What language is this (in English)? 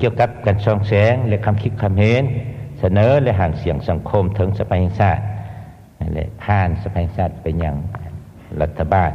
Lao